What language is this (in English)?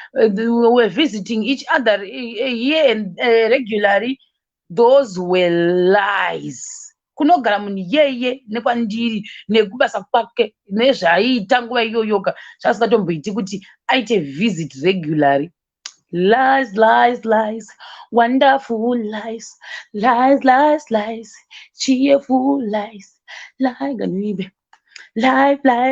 Shona